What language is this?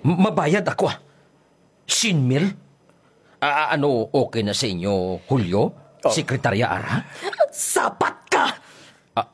Hiligaynon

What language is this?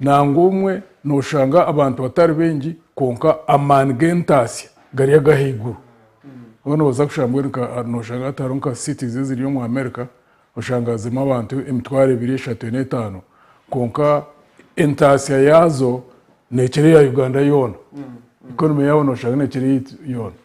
Nyankole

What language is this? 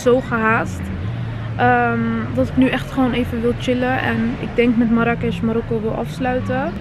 Dutch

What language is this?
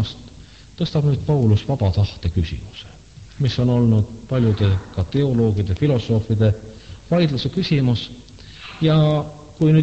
Estonian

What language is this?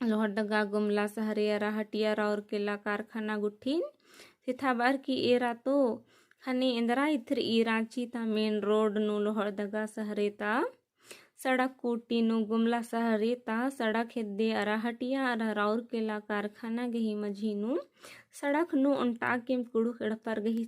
Kurukh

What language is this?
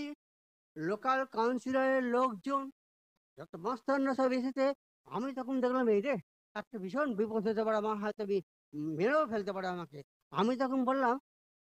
Bangla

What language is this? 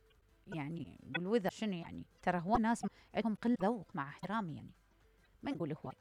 Mesopotamian Arabic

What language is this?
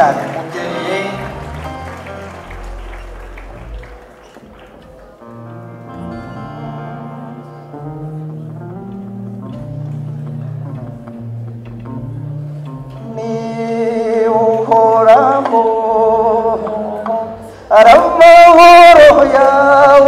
Kinyarwanda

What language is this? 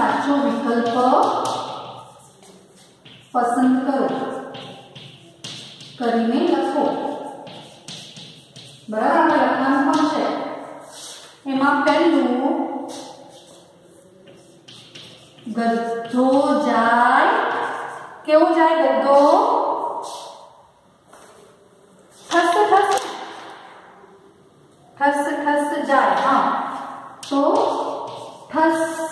Gujarati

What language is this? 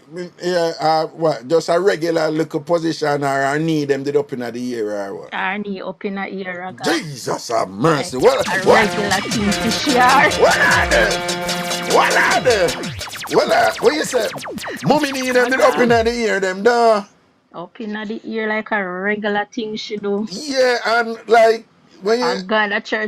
Jamaican Creole English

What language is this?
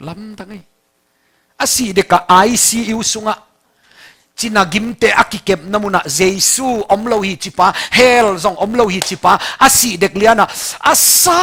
Tedim Chin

